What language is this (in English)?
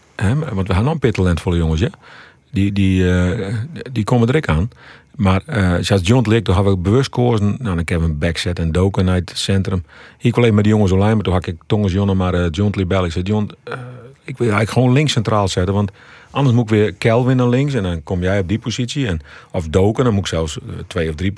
Western Frisian